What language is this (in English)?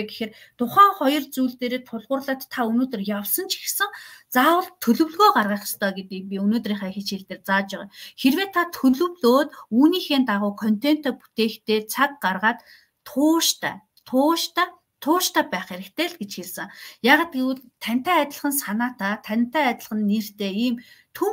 Mongolian